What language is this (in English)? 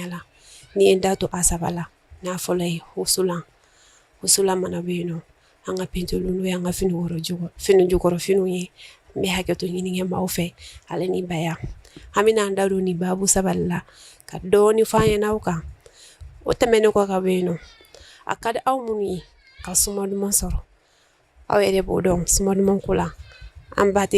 Bambara